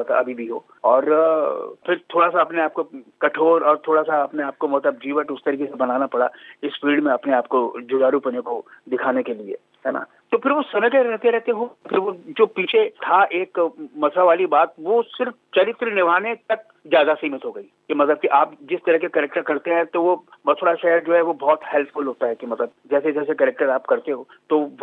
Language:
Hindi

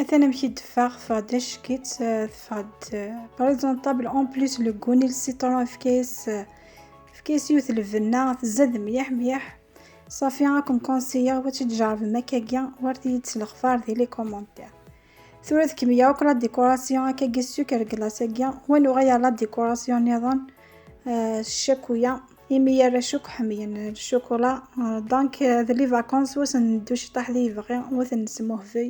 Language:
Kabyle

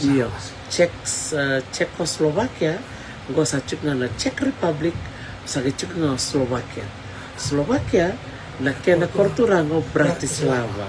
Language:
Fijian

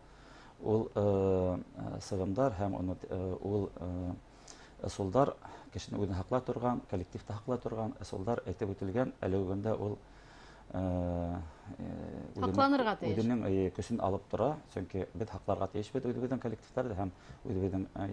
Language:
Bashkir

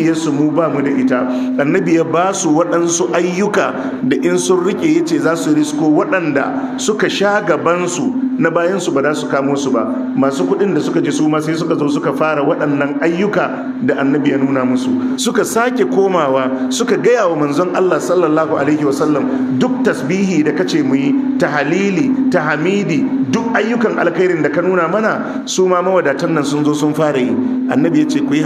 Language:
Hausa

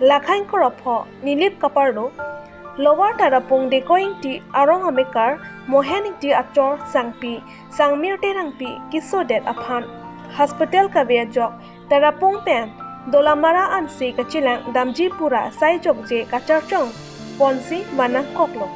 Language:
Karbi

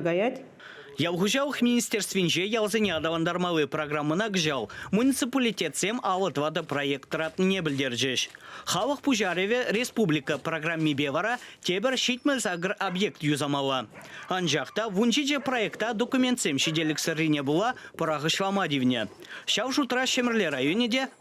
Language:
Chuvash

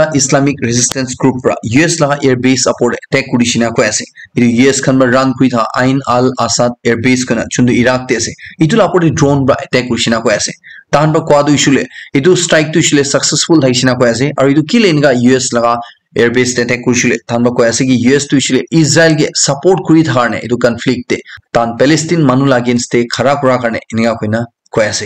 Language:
Naga Pidgin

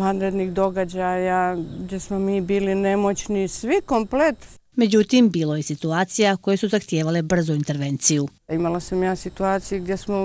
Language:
Bosnian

